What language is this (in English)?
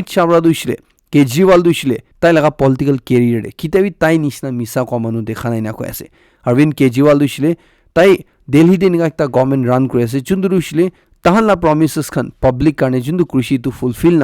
Naga Pidgin